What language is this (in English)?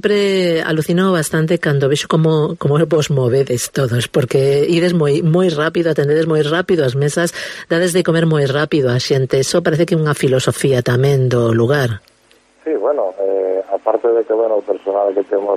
Galician